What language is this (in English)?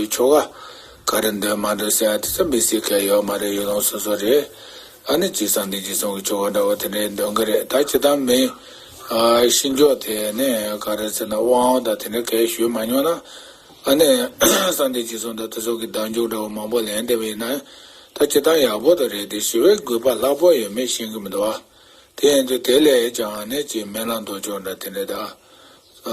Tibetan